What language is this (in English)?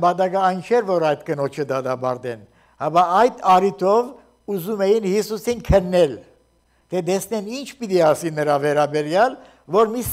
Armenian